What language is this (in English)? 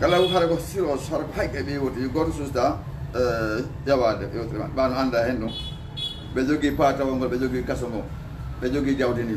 Fula